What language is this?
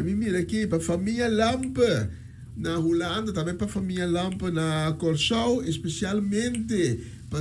Papiamento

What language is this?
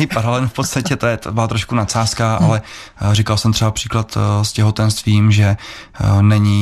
Czech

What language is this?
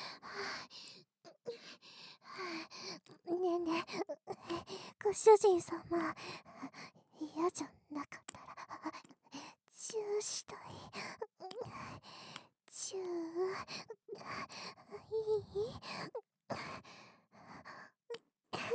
Japanese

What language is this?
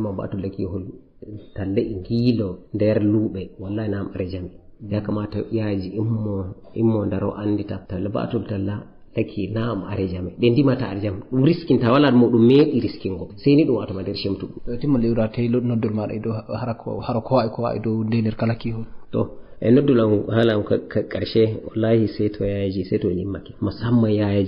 Fula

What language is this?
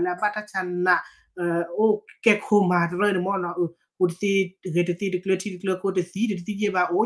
S'gaw Karen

